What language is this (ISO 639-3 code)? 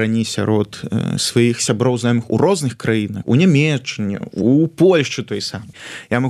bel